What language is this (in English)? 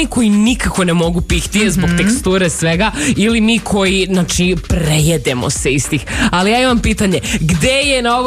Serbian